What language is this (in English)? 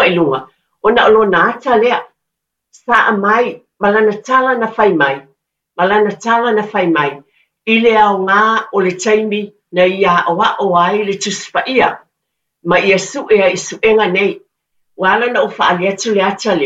Samoan